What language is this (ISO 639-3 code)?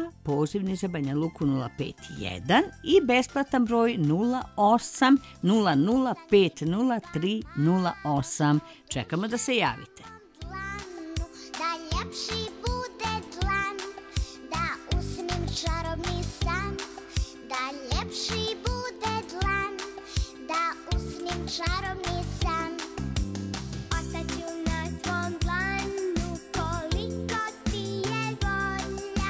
srp